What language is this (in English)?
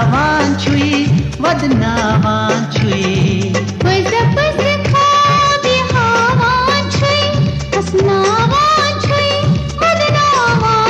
Kashmiri